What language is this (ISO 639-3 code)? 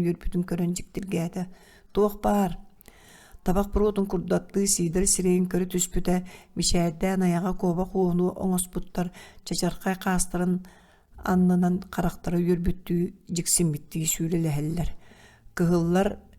sah